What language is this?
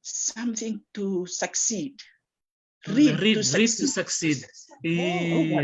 Fijian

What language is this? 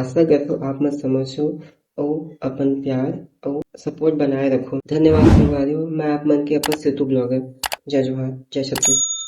Chhattisgarhi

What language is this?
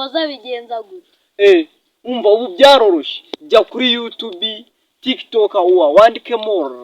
Kinyarwanda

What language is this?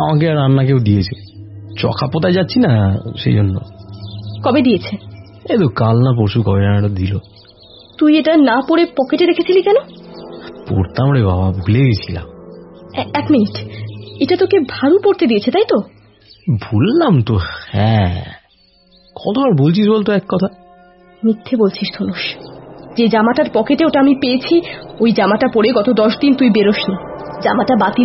Bangla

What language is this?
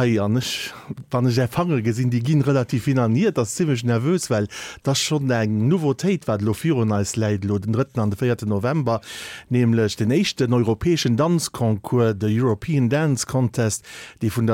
Luxembourgish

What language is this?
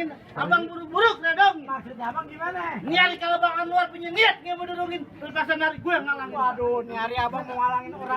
Betawi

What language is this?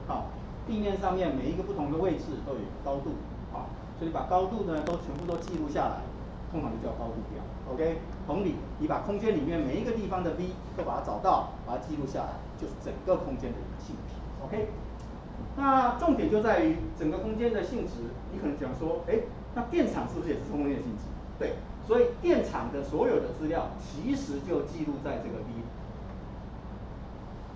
Chinese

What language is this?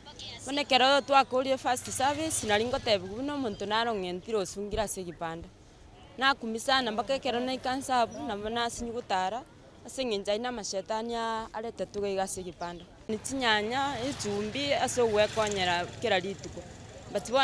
Gusii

